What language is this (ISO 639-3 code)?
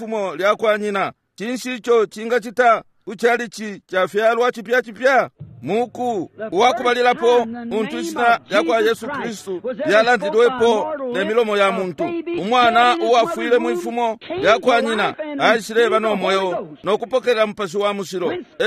bem